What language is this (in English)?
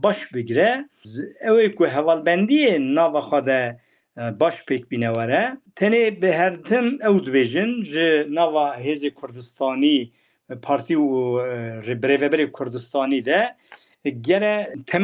Kurdish